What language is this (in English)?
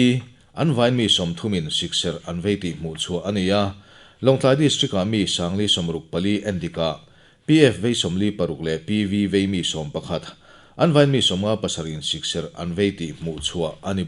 Mizo